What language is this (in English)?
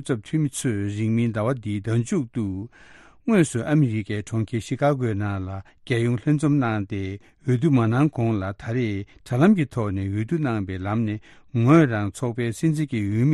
Tibetan